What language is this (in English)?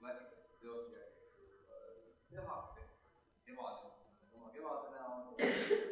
Estonian